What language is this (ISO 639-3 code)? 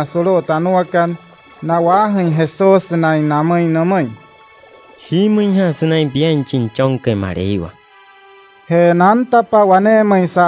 guc